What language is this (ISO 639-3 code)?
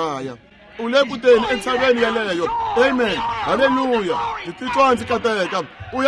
tso